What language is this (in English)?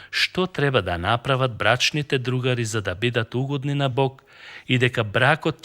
Macedonian